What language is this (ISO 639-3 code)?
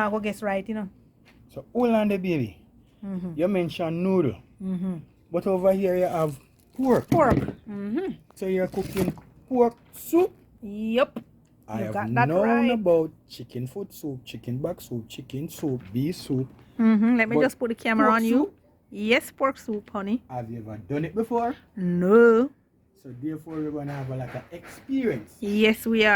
jam